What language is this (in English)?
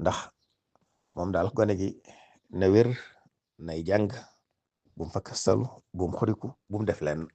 Wolof